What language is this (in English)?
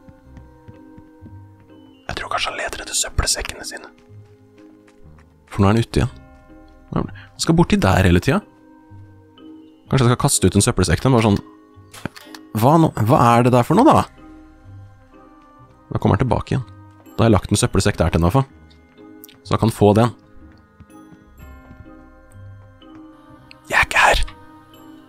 Norwegian